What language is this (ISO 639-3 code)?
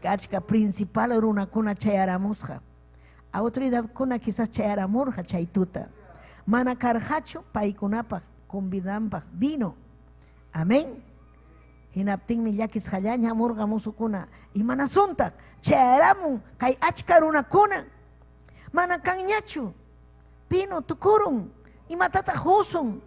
quy